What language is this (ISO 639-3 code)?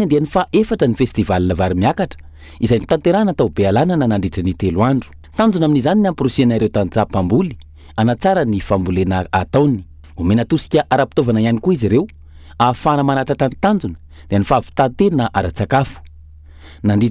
mlg